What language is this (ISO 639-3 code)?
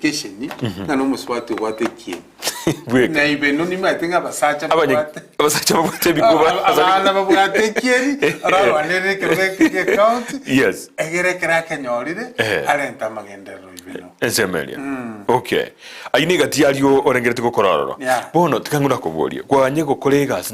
guz